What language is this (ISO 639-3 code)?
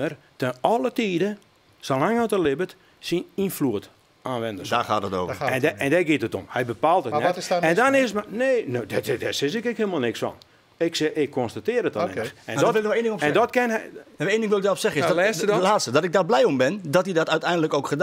fry